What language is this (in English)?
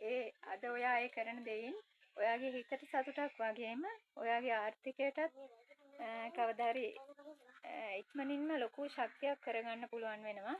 Sinhala